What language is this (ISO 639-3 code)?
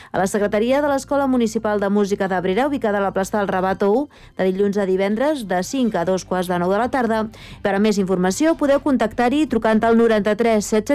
cat